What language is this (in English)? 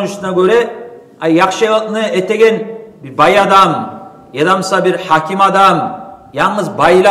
Kumyk